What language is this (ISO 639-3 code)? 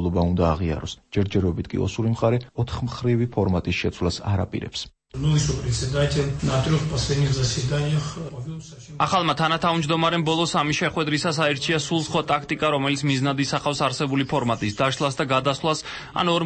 kat